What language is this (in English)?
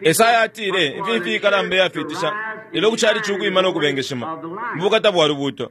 Bemba